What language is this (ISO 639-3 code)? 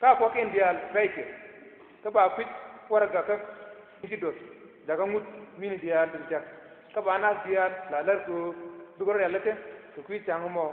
nus